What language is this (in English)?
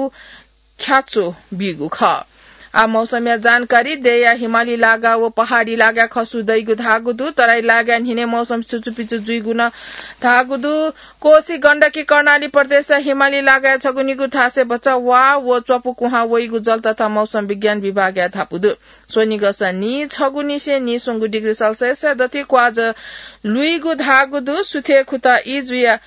Newari